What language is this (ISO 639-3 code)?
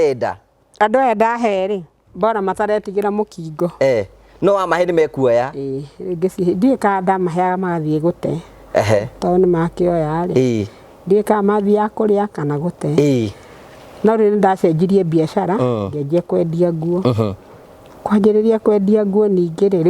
kik